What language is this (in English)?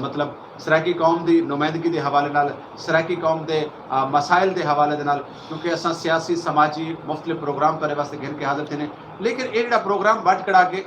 Saraiki